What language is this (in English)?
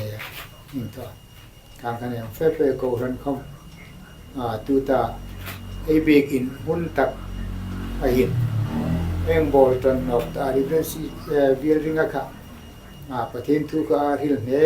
Hmar